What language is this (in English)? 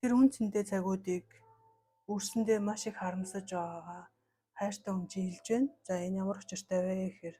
Mongolian